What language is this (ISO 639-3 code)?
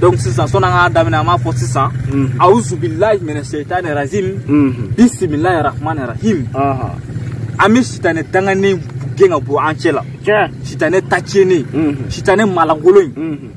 bam